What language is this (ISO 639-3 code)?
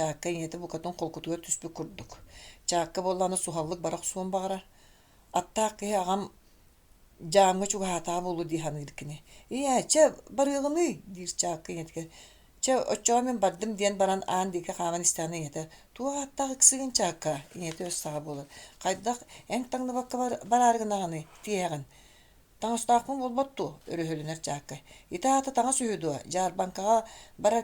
sah